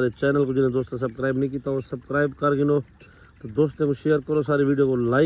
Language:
Saraiki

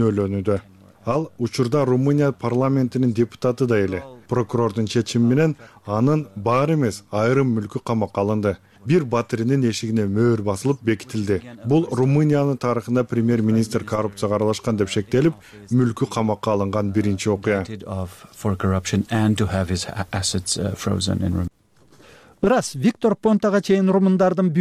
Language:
Kyrgyz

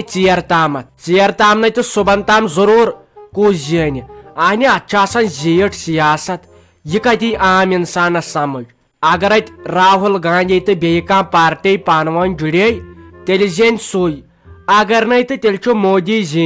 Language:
Kashmiri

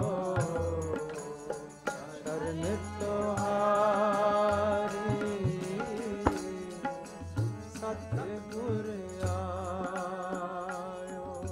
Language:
Punjabi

